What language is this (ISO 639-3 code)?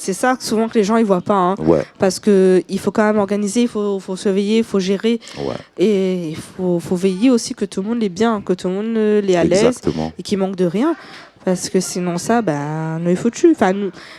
rcf